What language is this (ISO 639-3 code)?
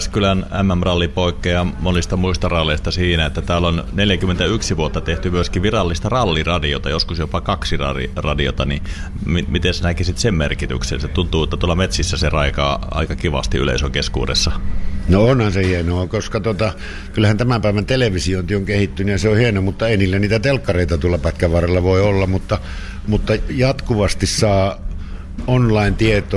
fin